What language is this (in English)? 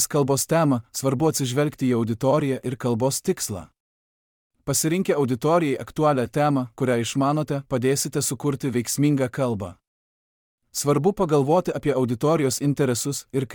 Lithuanian